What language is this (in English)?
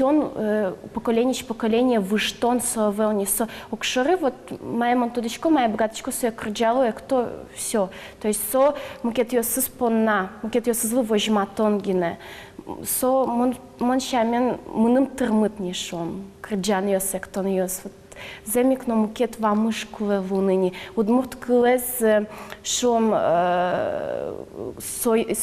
Udmurt